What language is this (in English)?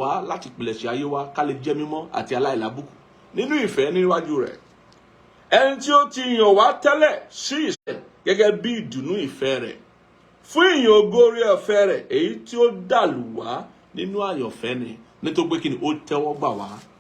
Yoruba